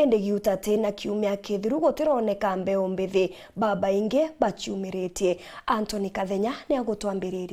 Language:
Meru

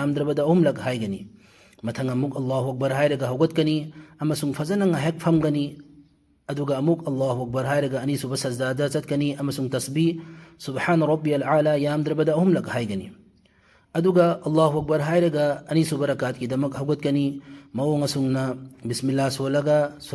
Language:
Manipuri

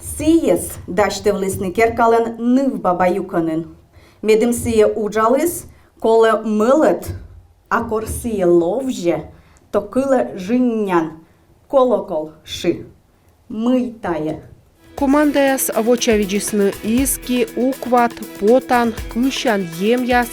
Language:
Komi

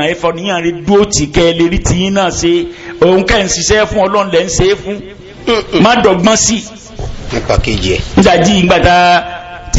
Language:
Yoruba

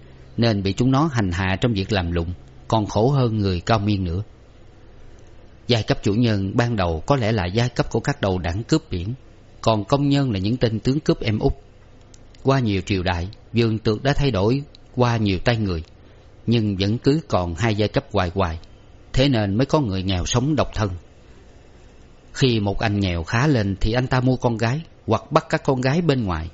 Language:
Vietnamese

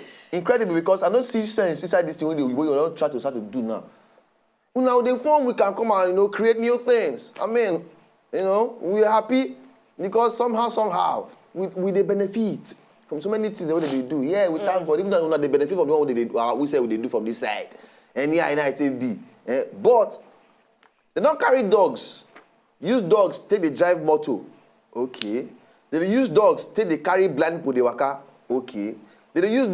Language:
Nigerian Pidgin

